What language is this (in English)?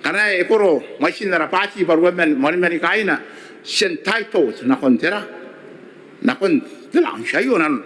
Gilbertese